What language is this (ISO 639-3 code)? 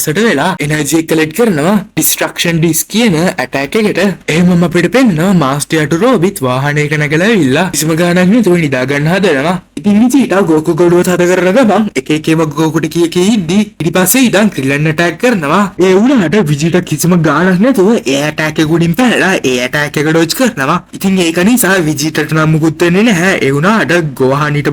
sin